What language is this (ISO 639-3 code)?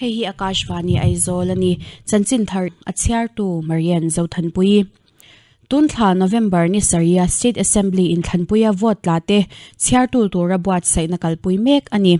lus